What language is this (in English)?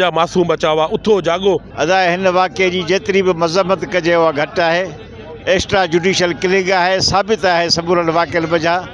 Sindhi